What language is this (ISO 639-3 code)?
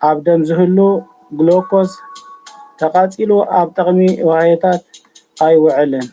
tir